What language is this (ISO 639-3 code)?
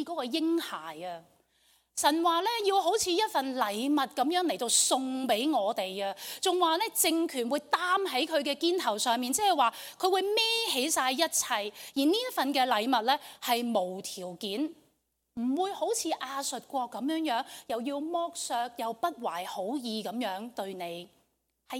yue